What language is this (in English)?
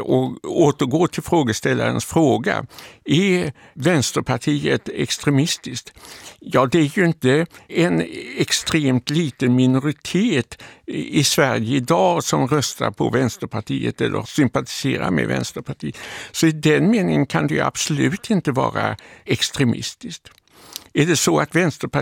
Swedish